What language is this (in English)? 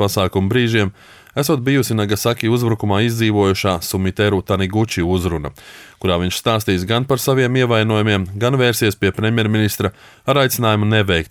Latvian